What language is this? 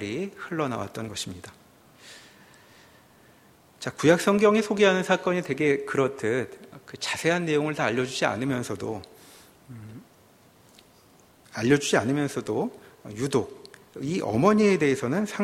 Korean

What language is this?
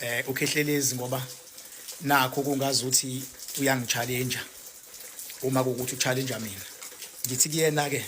Zulu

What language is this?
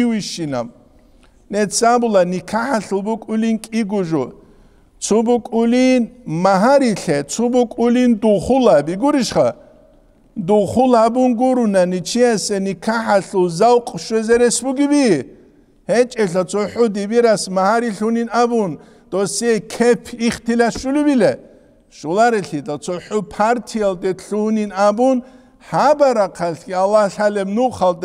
Avaric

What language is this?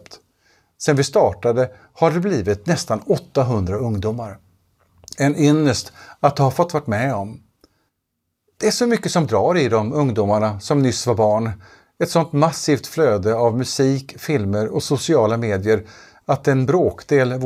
Swedish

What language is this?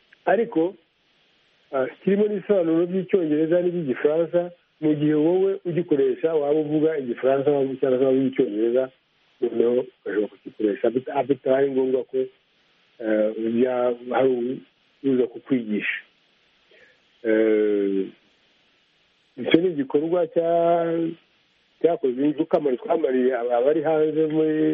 Kinyarwanda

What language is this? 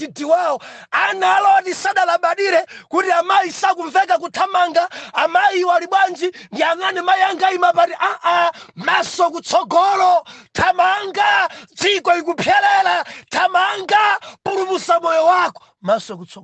Nyanja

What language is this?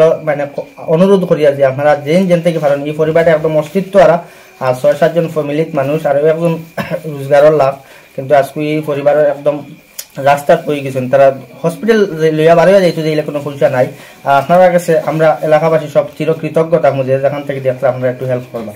Sylheti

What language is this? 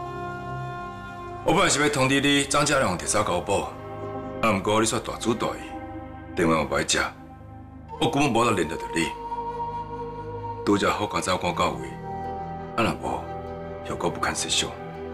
Min Nan Chinese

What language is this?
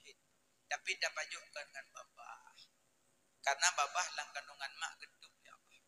Achinese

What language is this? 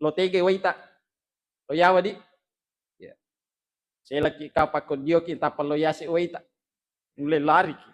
Buginese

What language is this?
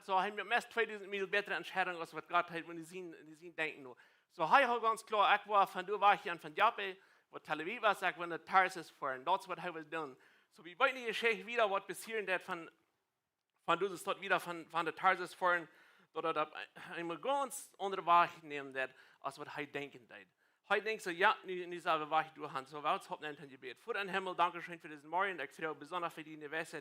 Plautdietsch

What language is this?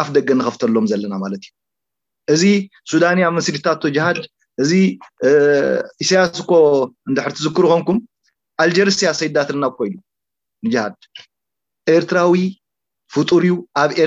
Tigrinya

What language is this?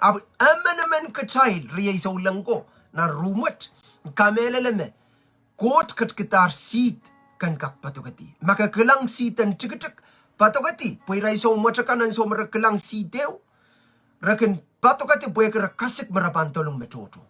Pohnpeian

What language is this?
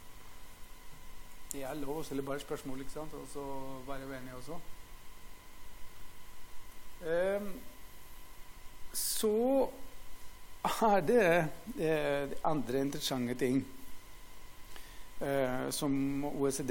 Norwegian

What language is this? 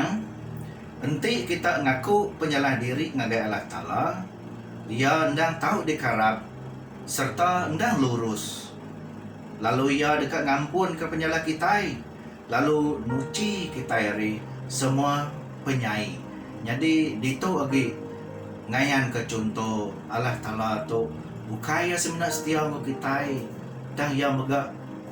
Iban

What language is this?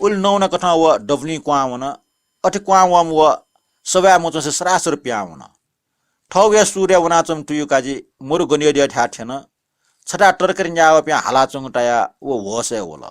Newari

